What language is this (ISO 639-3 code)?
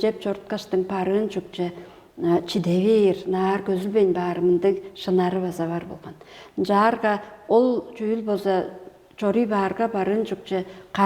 tyv